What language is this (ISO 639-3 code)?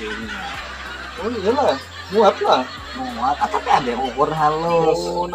bjn